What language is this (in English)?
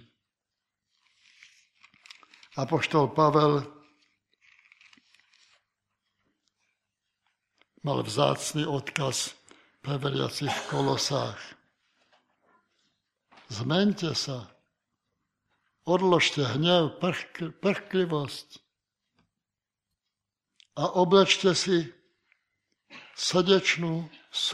Slovak